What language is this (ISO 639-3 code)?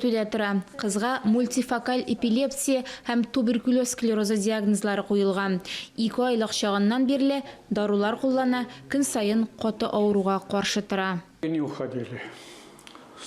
tat